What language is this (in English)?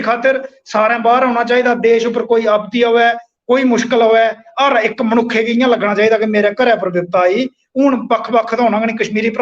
Dogri